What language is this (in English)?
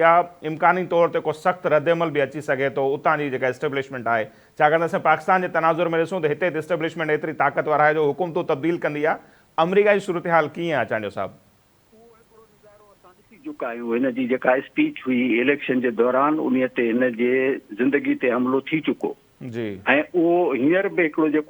Sindhi